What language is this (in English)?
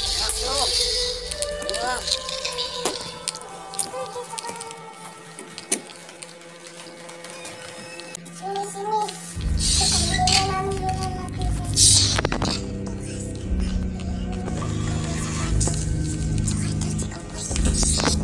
Filipino